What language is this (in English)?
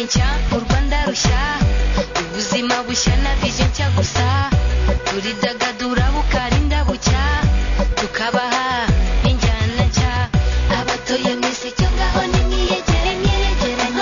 Kinyarwanda